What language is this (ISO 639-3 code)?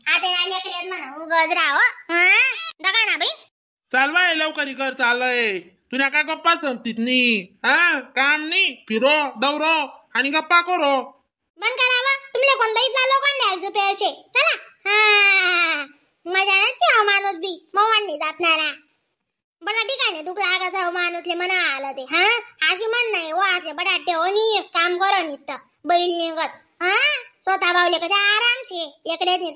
khn